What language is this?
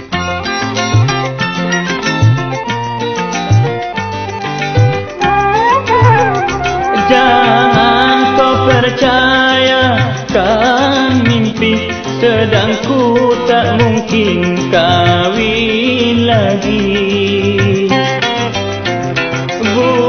Malay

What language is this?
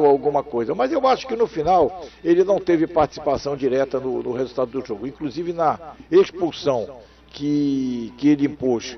Portuguese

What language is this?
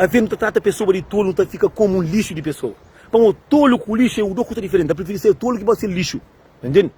Kabuverdianu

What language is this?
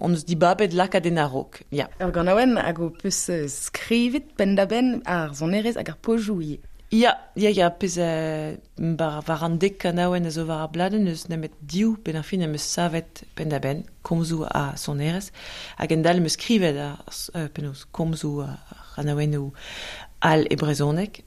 Breton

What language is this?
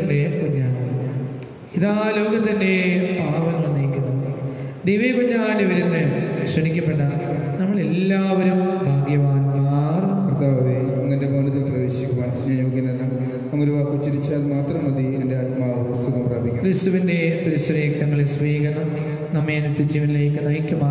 Malayalam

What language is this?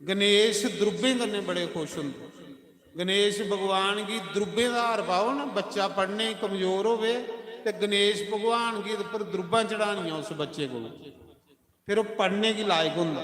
Dogri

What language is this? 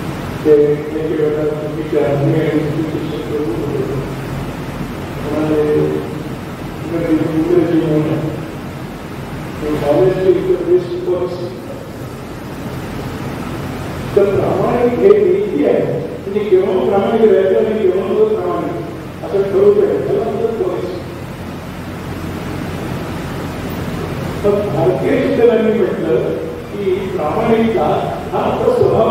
Marathi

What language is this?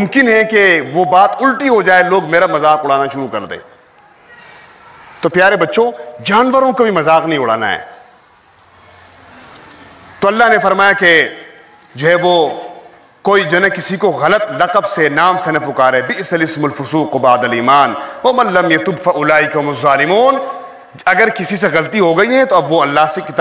Urdu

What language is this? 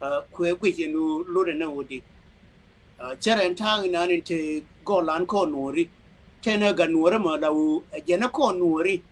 Nuer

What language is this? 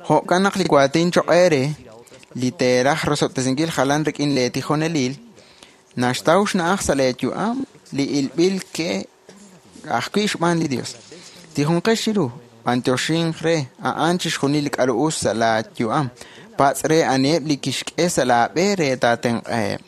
Kekchí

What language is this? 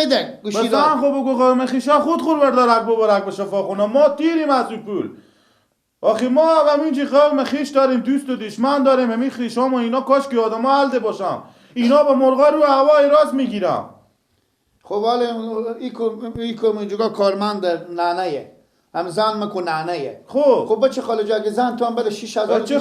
Persian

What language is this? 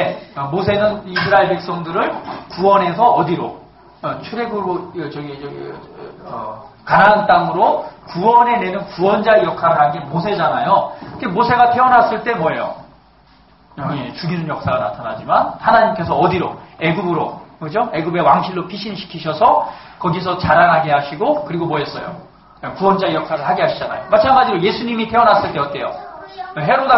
Korean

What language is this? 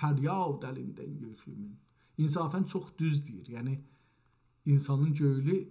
South Azerbaijani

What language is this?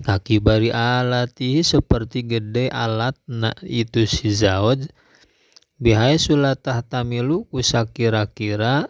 Sundanese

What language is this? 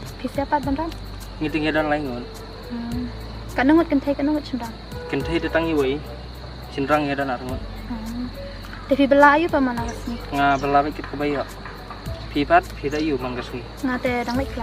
Khasi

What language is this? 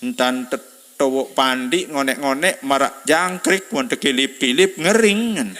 Sasak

